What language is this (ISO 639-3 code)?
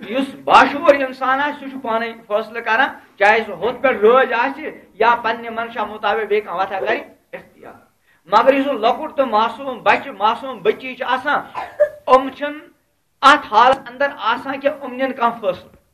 kas